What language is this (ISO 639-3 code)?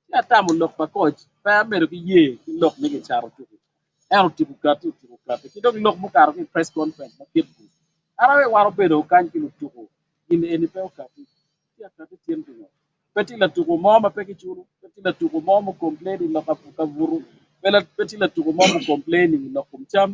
ach